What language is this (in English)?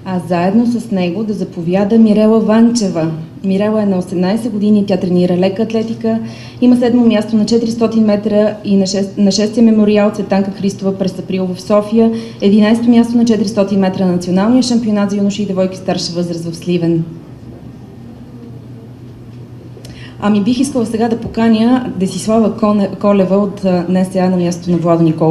Bulgarian